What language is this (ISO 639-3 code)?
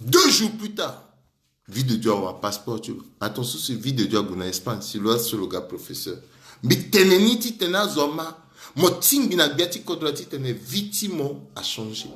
sag